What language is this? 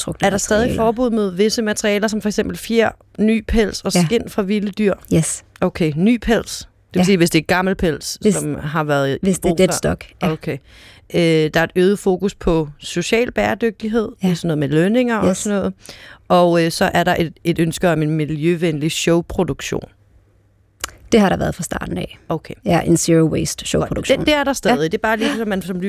Danish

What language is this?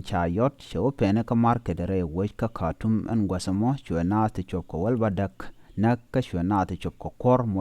Nuer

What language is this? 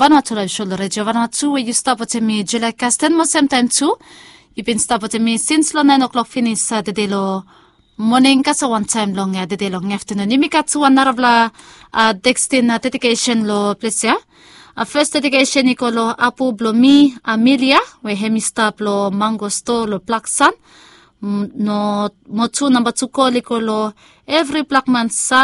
Bislama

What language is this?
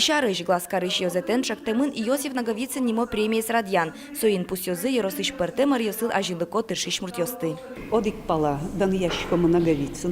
Udmurt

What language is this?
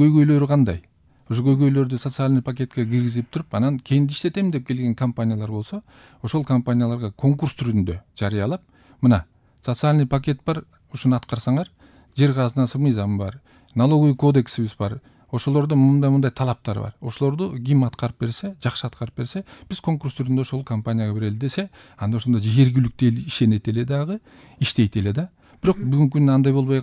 Kyrgyz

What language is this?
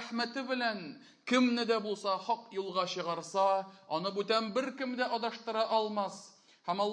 Tatar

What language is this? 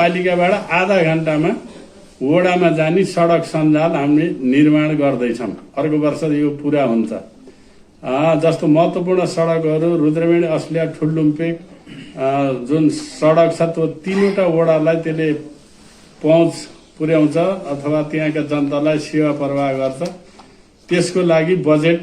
Nepali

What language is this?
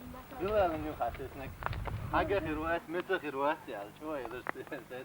Chechen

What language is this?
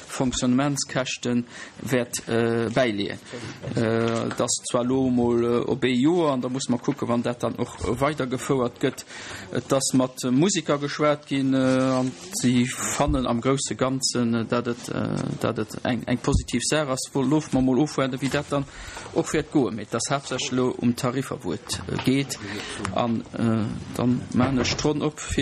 Luxembourgish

